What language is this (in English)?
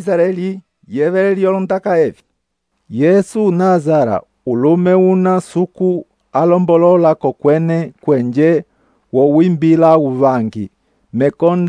Umbundu